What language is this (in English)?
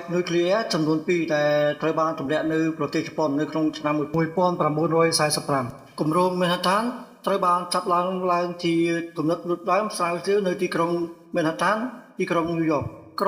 Khmer